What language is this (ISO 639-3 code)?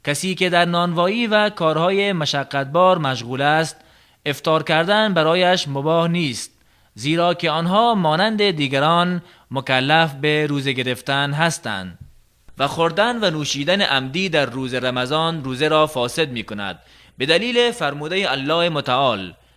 tgk